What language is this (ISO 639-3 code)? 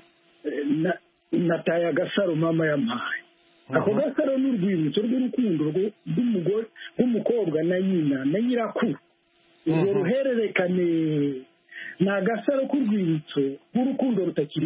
kin